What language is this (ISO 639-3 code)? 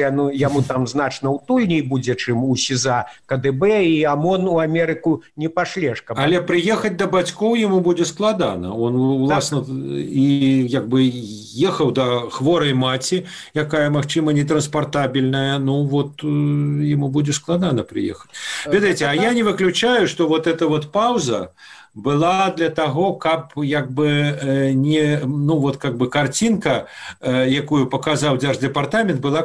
bel